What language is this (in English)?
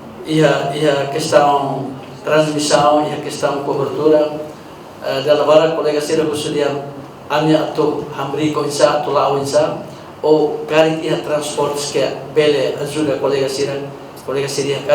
Tetum